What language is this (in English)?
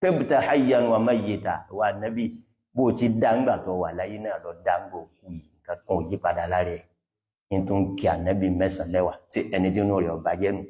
Yoruba